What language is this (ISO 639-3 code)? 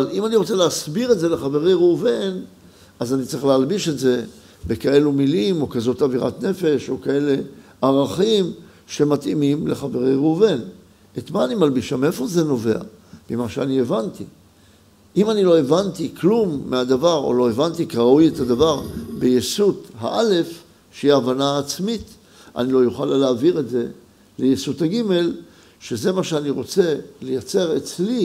heb